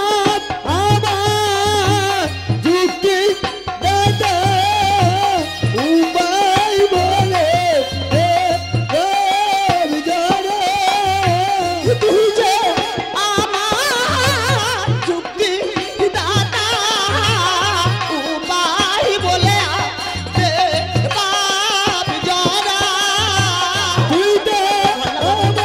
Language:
Bangla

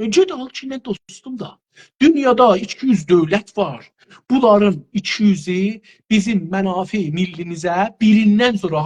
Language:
South Azerbaijani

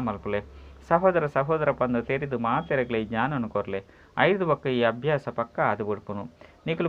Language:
Tulu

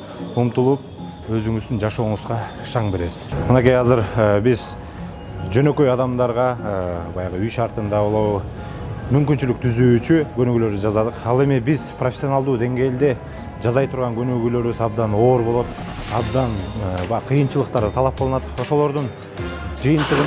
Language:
Kyrgyz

